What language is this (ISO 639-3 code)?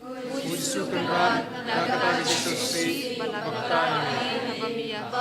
kha